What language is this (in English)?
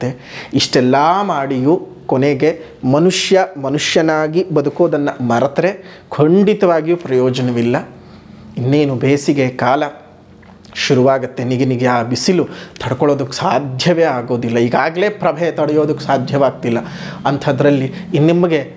Kannada